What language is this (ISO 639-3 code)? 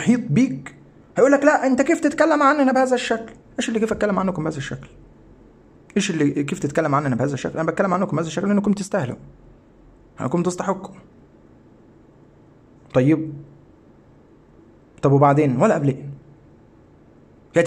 arz